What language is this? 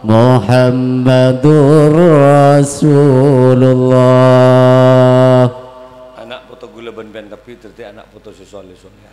Madurese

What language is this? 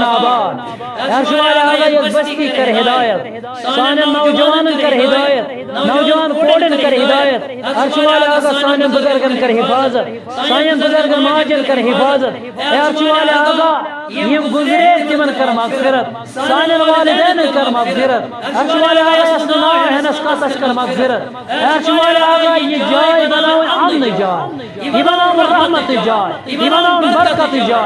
Kashmiri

